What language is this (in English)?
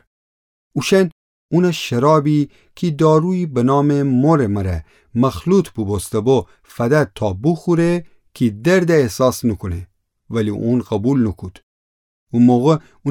Gilaki